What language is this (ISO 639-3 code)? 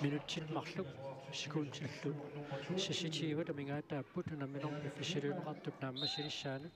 kal